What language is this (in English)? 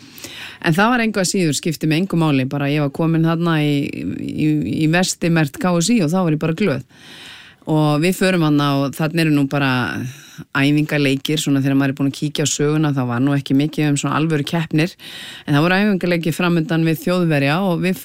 Icelandic